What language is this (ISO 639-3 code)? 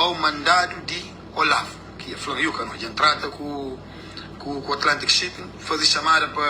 kea